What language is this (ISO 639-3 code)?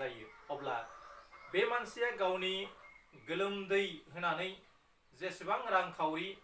brx